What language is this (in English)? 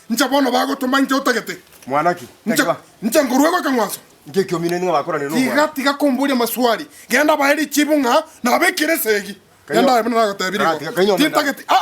Gusii